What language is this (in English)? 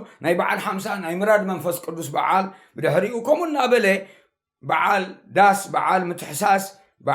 Tigrinya